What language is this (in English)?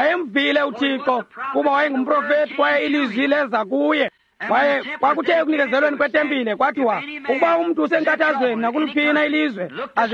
Xhosa